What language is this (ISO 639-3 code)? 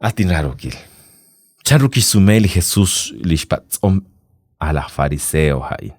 kek